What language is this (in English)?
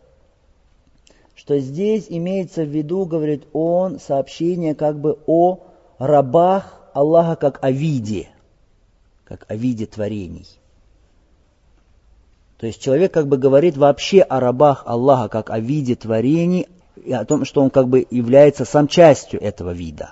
Russian